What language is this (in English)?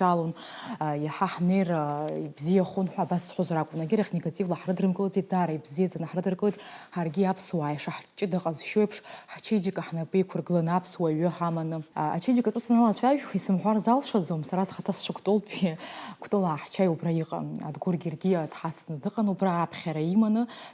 Abkhazian